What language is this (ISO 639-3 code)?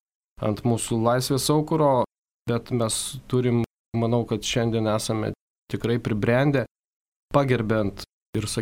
lit